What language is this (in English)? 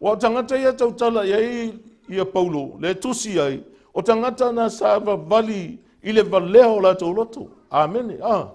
Samoan